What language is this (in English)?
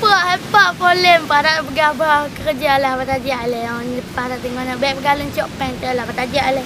Achinese